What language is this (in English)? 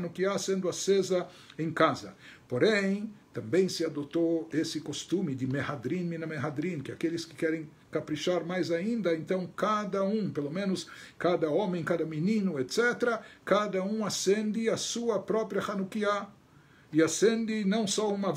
Portuguese